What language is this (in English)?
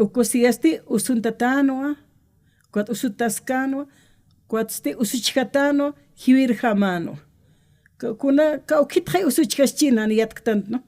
Aymara